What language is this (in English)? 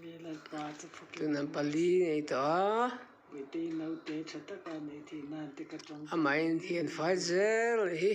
Mizo